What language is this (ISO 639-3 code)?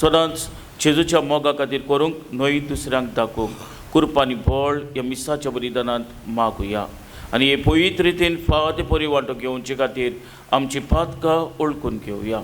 kok